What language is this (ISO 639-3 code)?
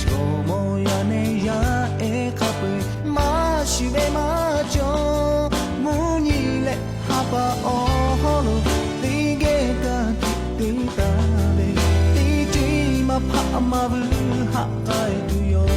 lhu